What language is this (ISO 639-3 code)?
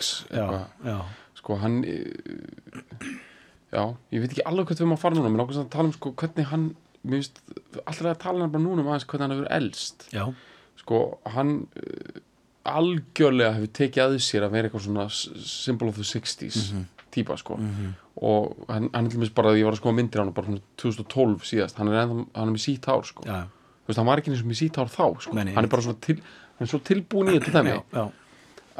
isl